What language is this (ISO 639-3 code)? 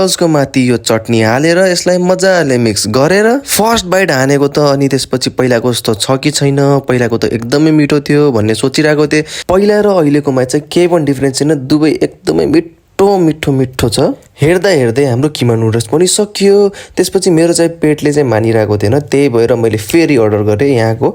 nep